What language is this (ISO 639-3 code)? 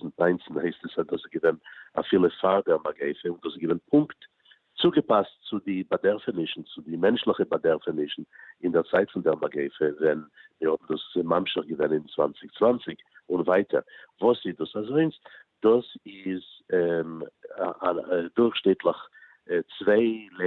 yid